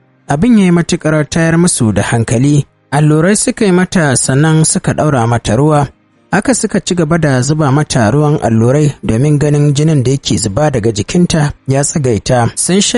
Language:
Hausa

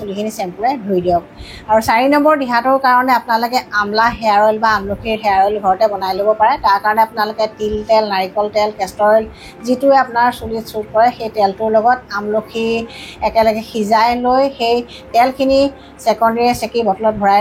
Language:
Assamese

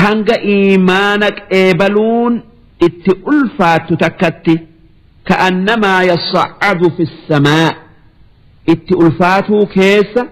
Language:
Oromo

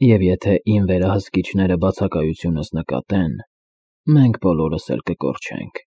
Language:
Armenian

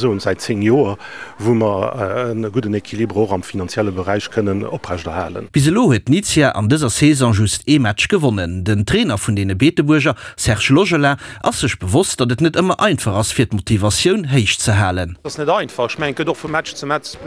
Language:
Luxembourgish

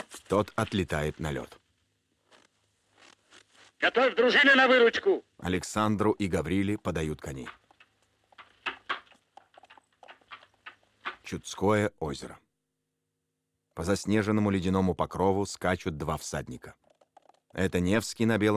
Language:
Russian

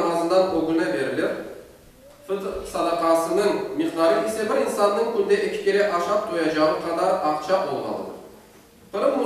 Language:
Crimean Tatar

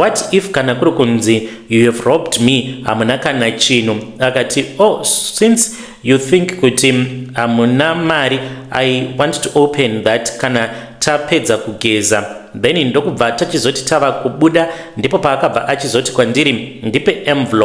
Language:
Shona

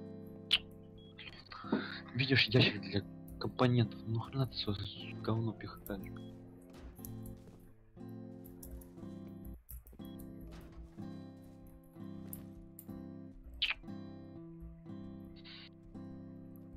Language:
Russian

